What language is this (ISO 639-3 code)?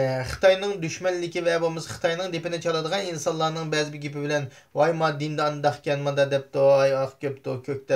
uig